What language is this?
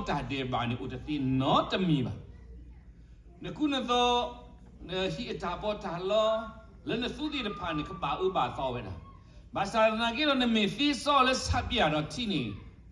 S'gaw Karen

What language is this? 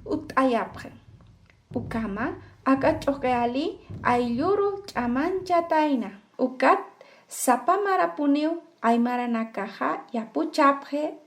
Aymara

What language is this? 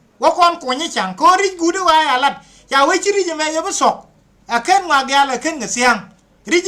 Nuer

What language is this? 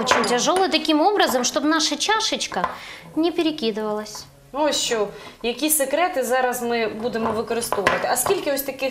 Ukrainian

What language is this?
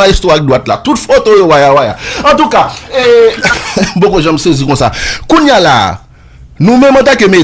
Haitian Creole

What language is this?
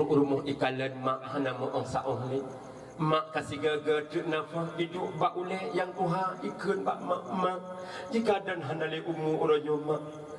Achinese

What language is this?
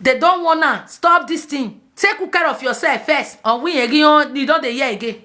Nigerian Pidgin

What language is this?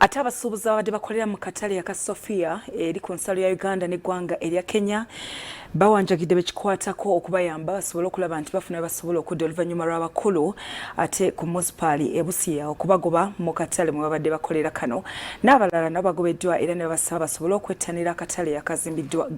Ganda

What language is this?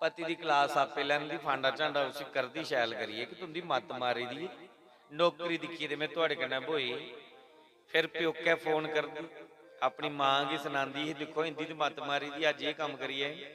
Dogri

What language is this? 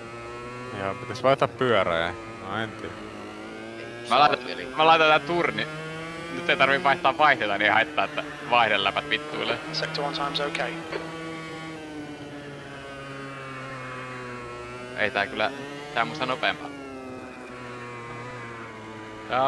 Finnish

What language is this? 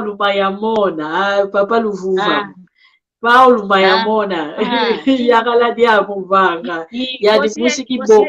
San Salvador Kongo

